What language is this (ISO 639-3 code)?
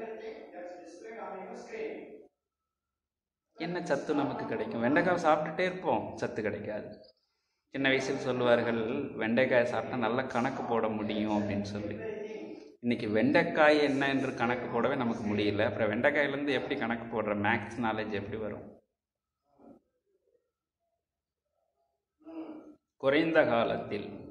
tam